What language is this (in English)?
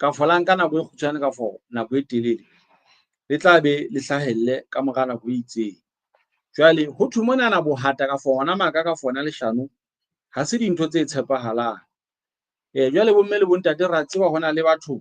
Southern Sotho